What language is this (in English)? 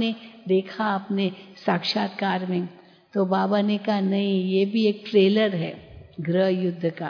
Hindi